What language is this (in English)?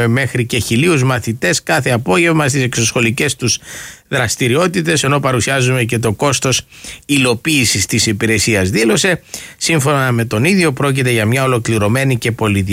Greek